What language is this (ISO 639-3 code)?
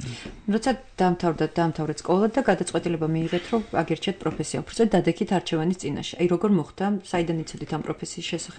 kat